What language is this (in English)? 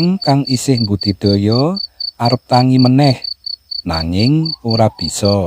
Javanese